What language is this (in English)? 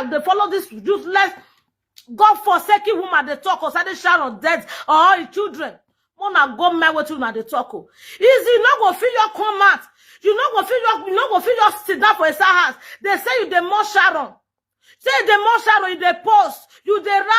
Nigerian Pidgin